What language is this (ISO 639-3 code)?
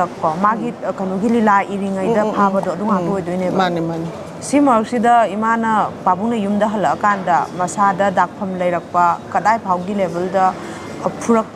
mni